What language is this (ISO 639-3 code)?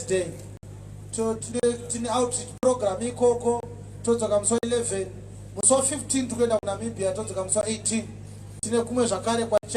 sna